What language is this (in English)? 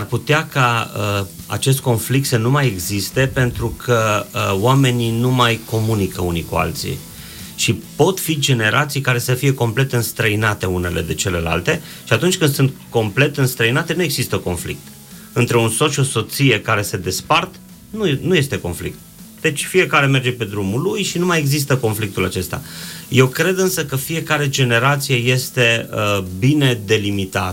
Romanian